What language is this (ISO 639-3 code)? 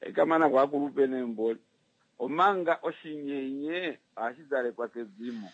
kua